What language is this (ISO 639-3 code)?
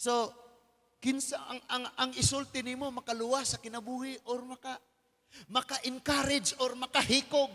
ceb